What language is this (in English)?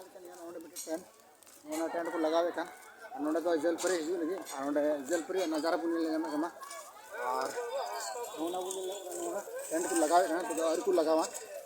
Santali